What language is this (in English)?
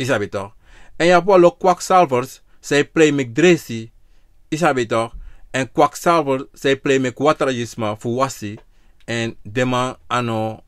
Sranan Tongo